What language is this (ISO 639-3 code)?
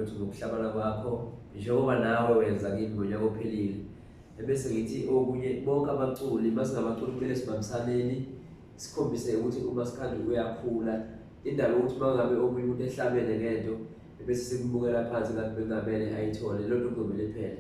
zul